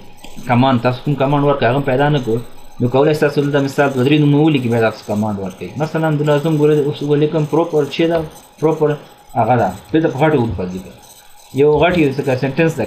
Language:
Pashto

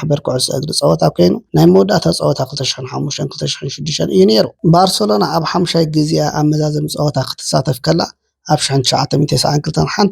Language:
Tigrinya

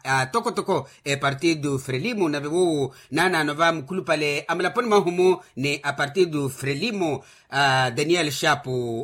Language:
Makhuwa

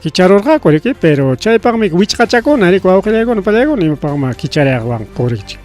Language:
Ayacucho Quechua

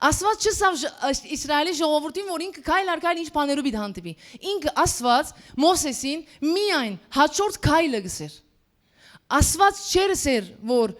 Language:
Western Armenian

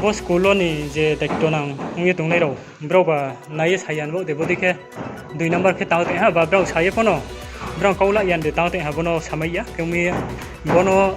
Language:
Riang (India)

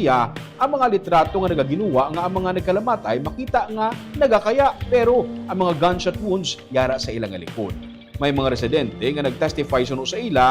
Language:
Hiligaynon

